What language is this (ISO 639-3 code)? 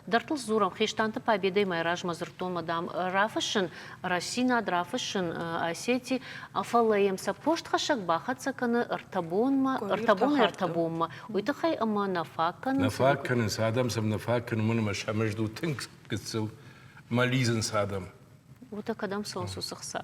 oss